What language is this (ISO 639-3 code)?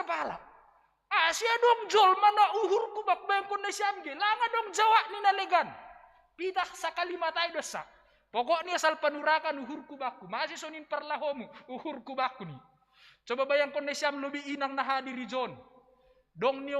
bts